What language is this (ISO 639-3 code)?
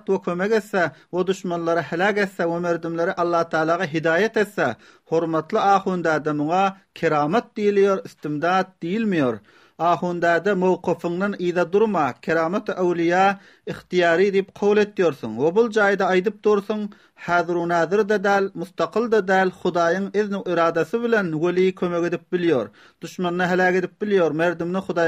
tuk